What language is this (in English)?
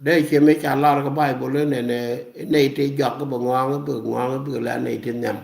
Nuer